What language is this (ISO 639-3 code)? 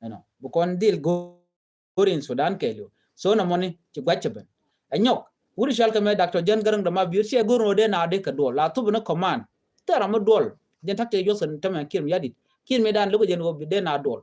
nus